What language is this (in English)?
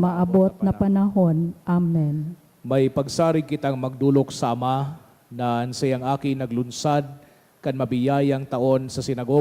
Bikol